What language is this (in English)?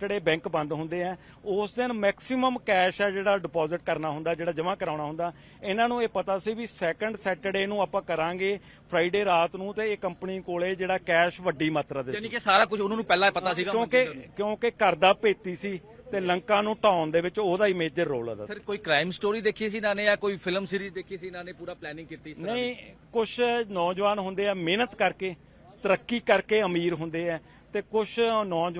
Punjabi